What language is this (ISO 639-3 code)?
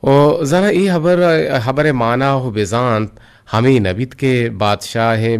bgp